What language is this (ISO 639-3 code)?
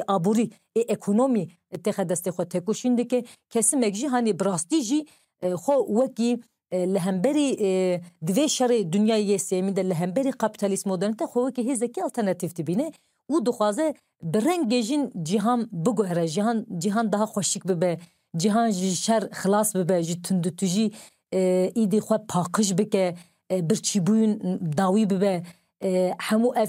kur